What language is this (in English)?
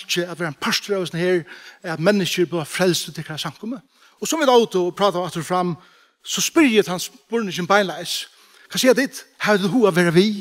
Faroese